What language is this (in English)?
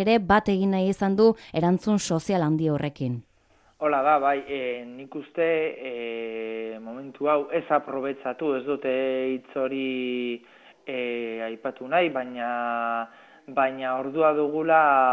Basque